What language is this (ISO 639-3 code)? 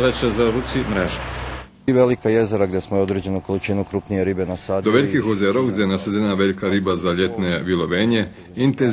rue